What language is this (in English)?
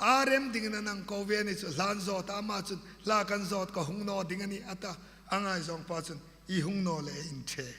Hmar